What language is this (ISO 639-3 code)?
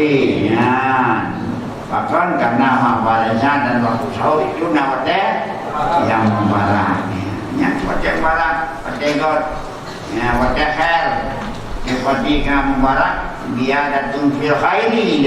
ace